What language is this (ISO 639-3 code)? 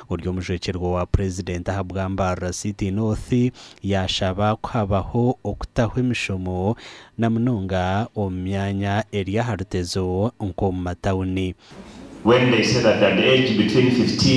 nyn